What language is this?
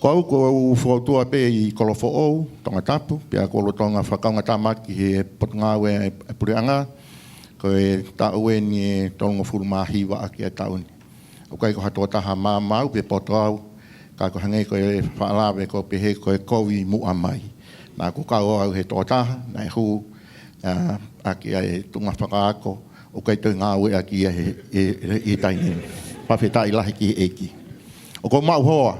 Tongan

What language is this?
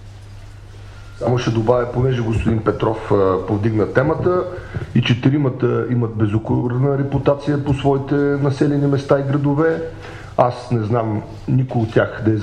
Bulgarian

